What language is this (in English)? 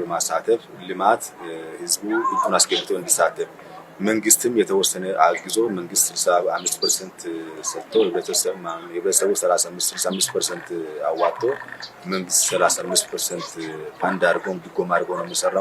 Amharic